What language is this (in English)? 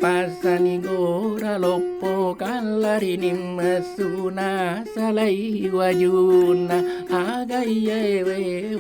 Buginese